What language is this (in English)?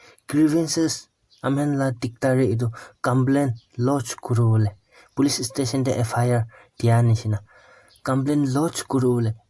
Naga Pidgin